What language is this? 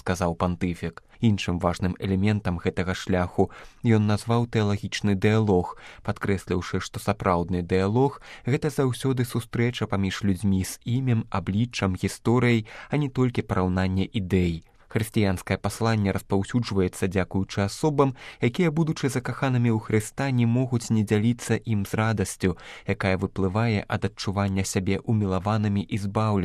Belarusian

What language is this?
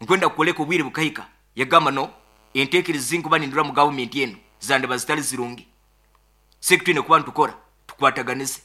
Nyoro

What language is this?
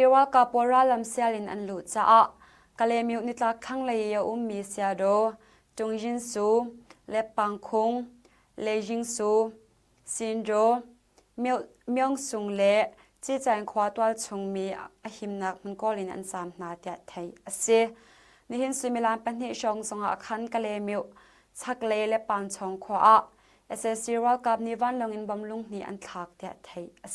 Hakha Chin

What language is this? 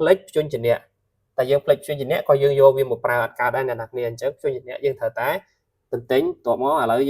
Khmer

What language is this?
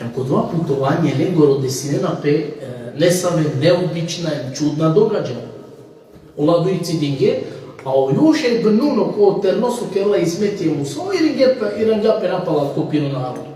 Balkan Romani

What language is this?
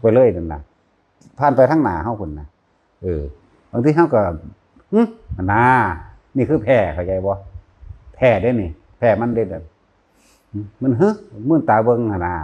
Northeastern Thai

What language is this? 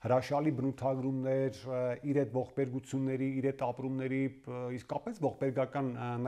Armenian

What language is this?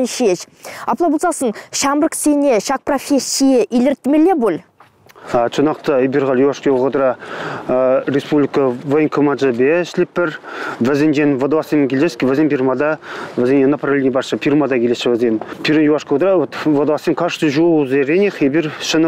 Chuvash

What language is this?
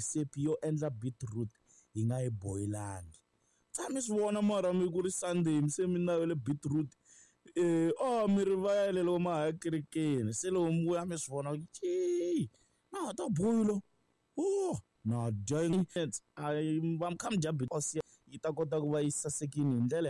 Tsonga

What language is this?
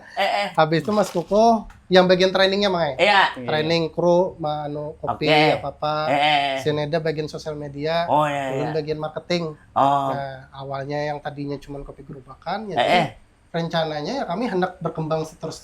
Banjar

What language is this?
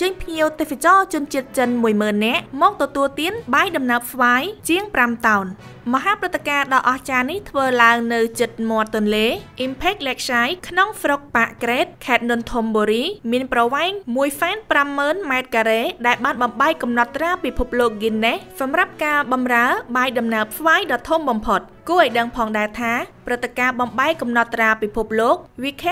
Khmer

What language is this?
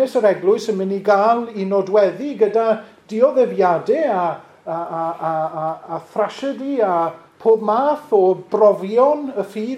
Welsh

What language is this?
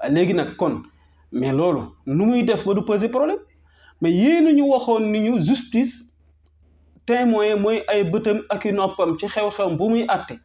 Wolof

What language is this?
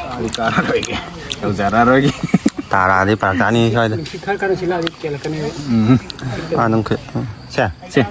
Manipuri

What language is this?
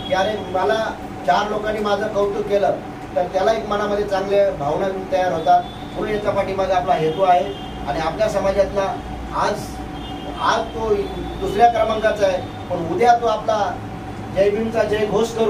Marathi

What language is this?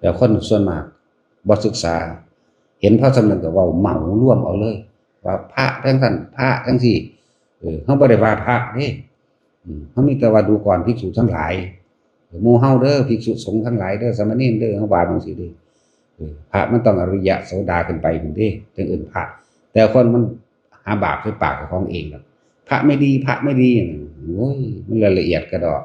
Northeastern Thai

